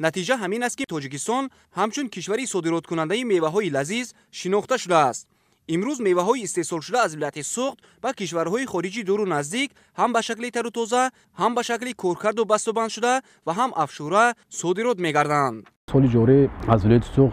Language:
Tajik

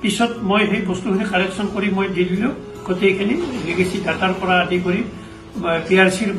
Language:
Assamese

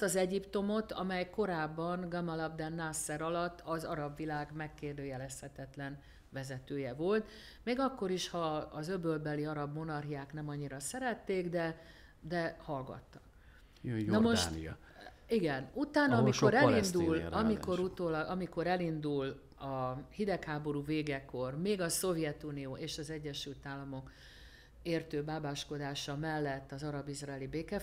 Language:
Hungarian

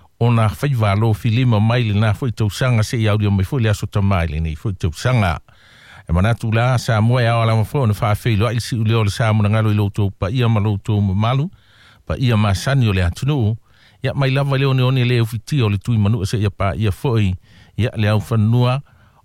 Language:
Samoan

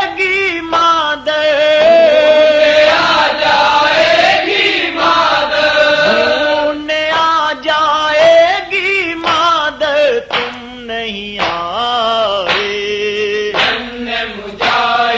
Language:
Urdu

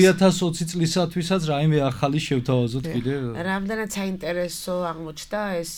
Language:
Georgian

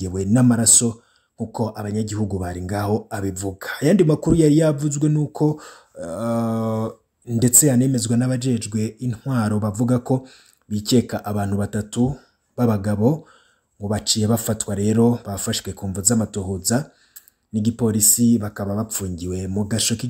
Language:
Rundi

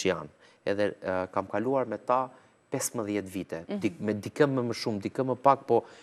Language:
Albanian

